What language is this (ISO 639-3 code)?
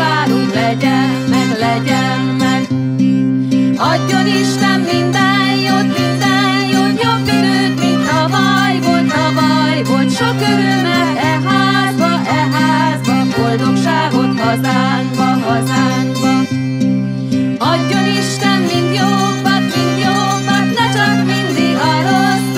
hun